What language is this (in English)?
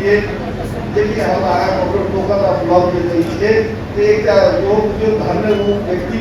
Maithili